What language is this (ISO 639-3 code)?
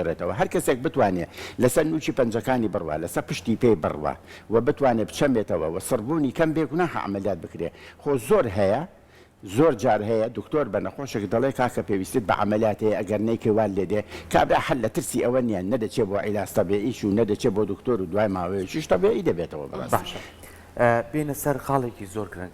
ckb